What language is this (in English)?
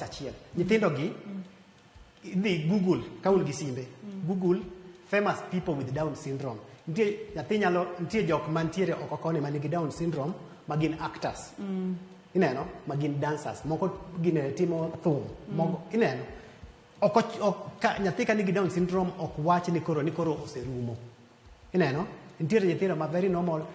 Luo (Kenya and Tanzania)